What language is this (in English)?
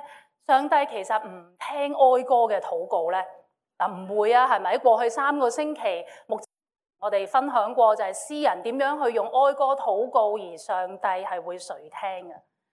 Cantonese